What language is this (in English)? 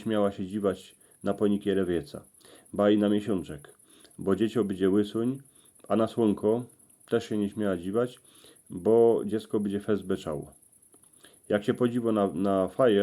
Silesian